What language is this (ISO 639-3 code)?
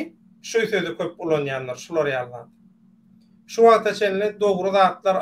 tuk